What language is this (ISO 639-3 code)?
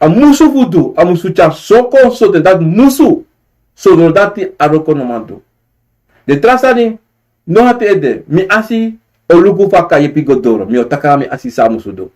srn